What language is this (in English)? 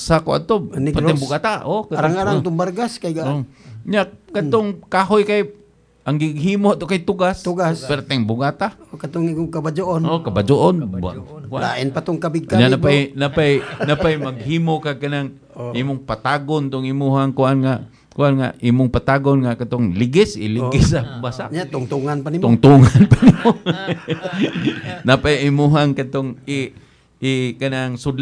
Cebuano